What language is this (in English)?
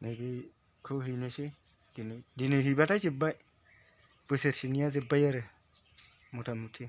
Bodo